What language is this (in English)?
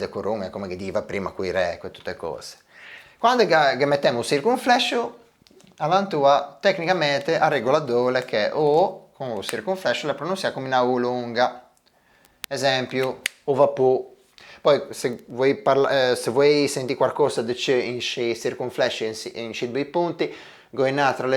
Ligurian